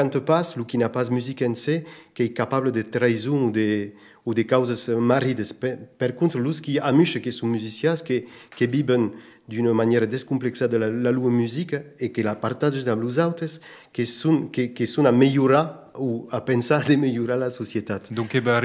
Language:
Occitan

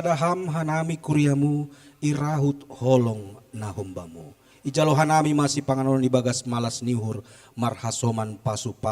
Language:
Batak Simalungun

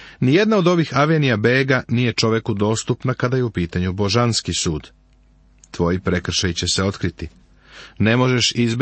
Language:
Serbian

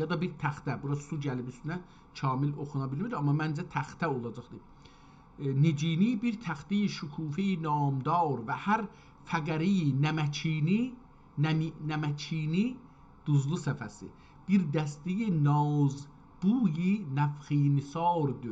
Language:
South Azerbaijani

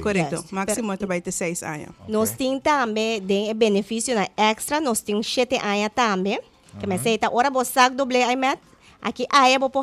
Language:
Papiamento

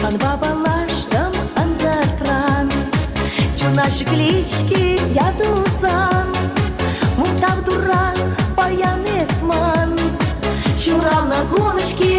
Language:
Chuvash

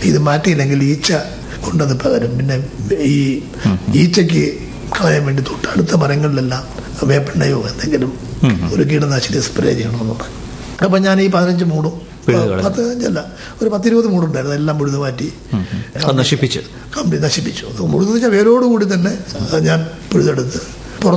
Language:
Malayalam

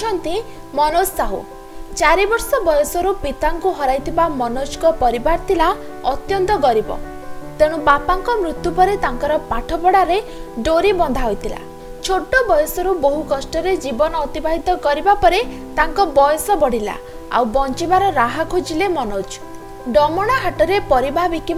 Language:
Odia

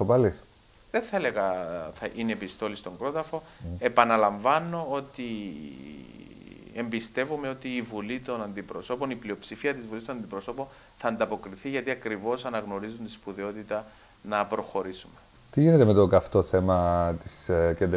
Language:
Greek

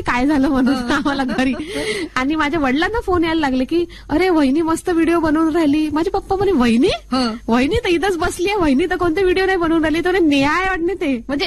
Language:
Marathi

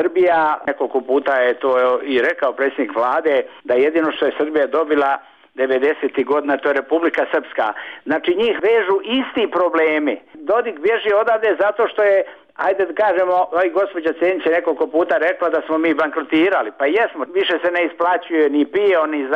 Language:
Bosnian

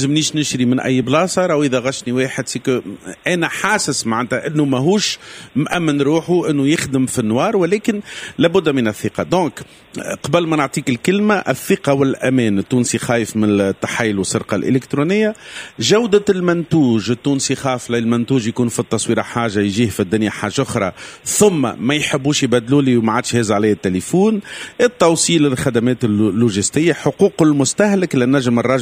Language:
Tunisian Arabic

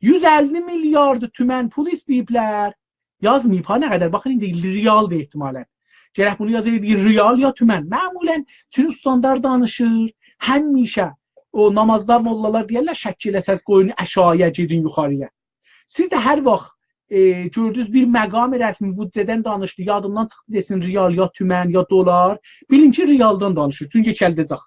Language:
South Azerbaijani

